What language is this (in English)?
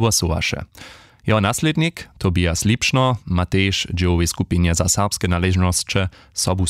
Upper Sorbian